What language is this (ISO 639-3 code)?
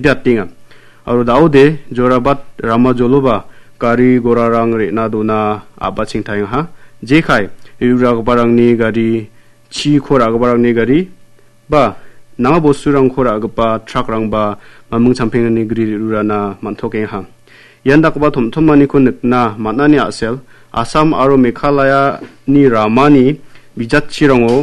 grt